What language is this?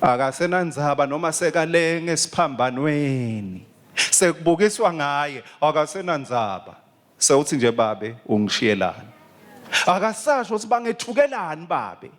Swati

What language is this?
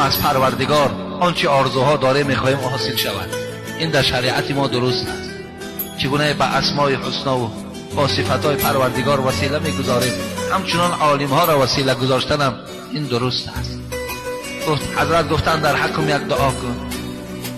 Tajik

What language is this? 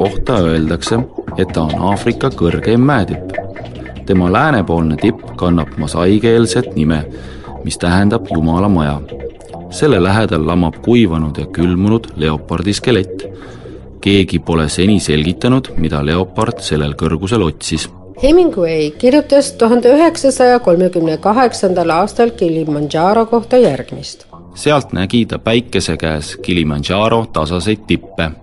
Estonian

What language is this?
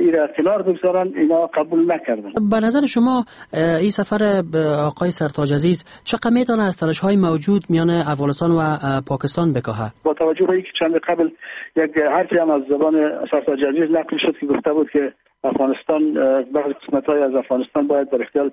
Persian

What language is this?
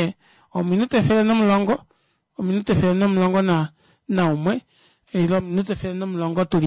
Kuanyama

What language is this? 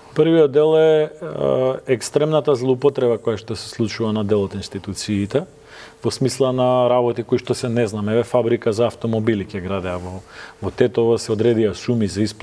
Macedonian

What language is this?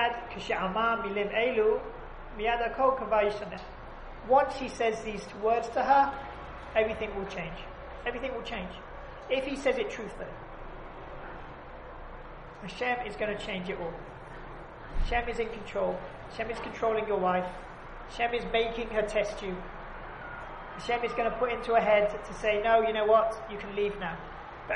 English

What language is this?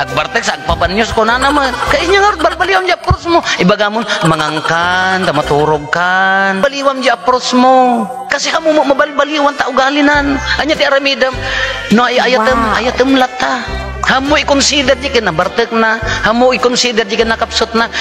Iloko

